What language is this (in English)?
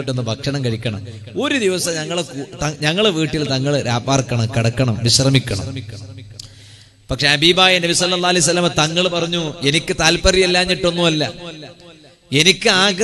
Malayalam